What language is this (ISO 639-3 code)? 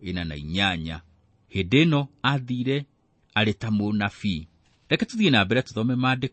kik